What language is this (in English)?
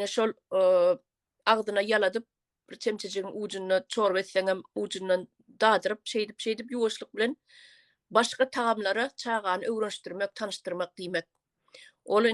Turkmen